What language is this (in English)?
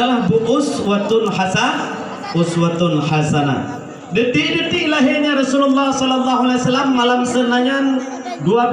Achinese